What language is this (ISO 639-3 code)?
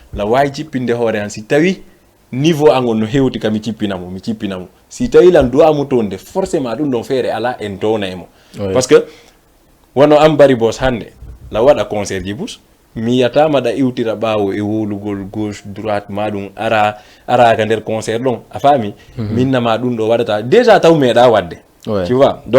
ful